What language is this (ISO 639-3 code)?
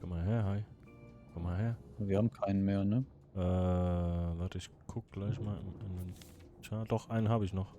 gsw